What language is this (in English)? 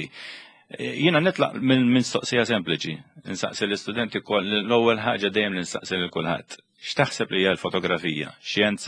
Maltese